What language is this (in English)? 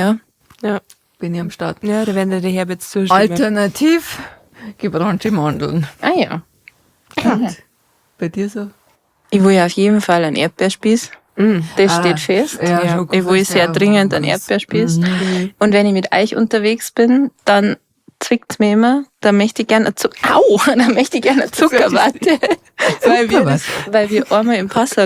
Bavarian